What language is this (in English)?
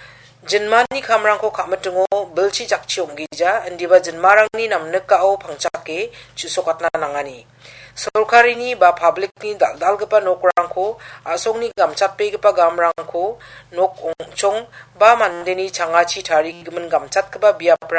Garo